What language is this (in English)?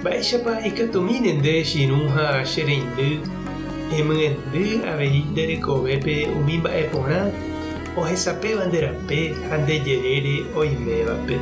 Guarani